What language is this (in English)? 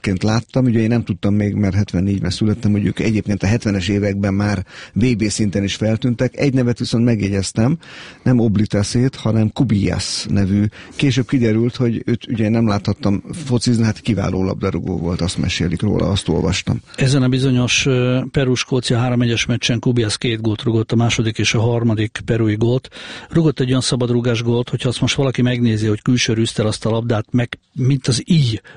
Hungarian